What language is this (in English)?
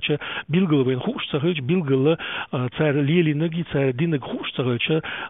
Chechen